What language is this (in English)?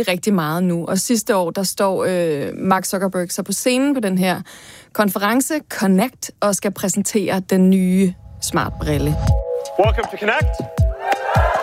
Danish